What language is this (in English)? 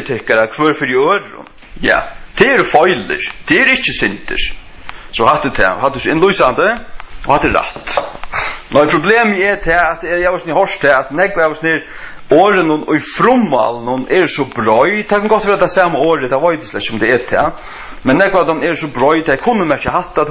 Faroese